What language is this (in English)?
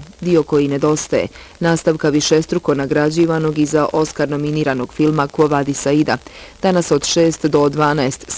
Bosnian